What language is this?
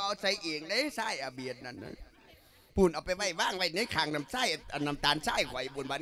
Lao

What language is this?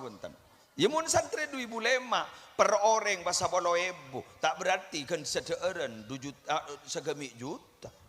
Madurese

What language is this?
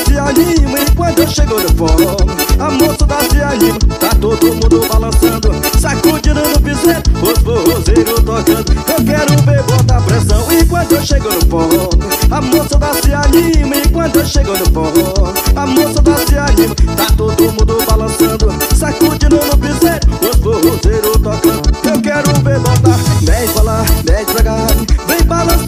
Portuguese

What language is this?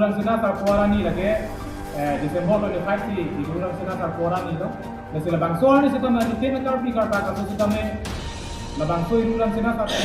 Karbi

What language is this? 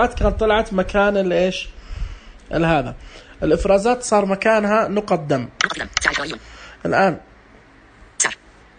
Najdi Arabic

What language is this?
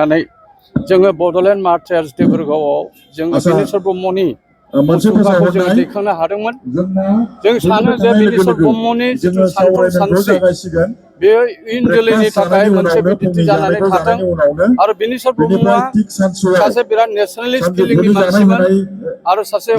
Bodo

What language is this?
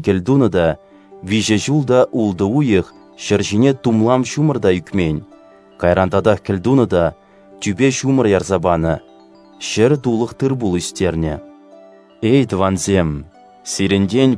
Chuvash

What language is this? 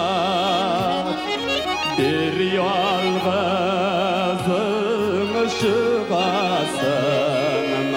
Tatar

